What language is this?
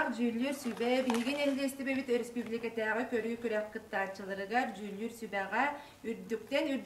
Yakut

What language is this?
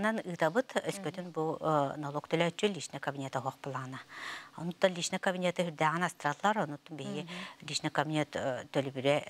Yakut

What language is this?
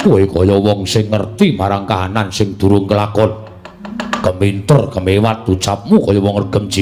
Javanese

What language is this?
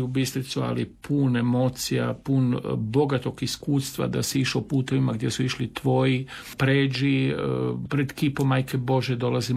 Croatian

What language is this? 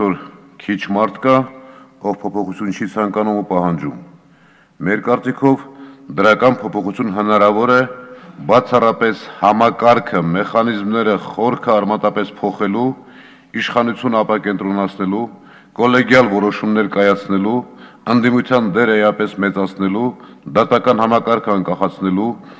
Armenian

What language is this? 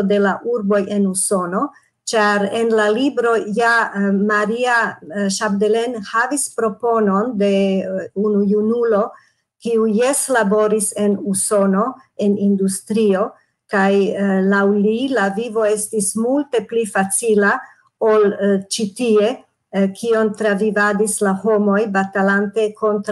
Esperanto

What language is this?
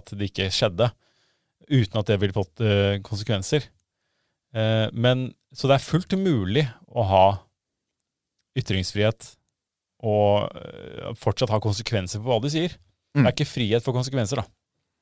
Norwegian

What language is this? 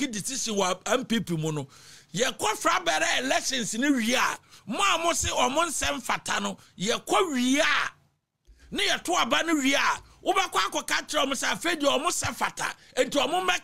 Akan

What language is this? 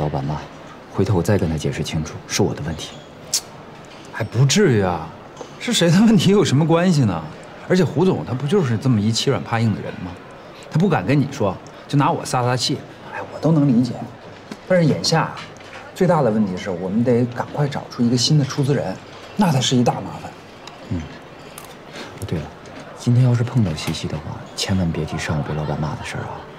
Chinese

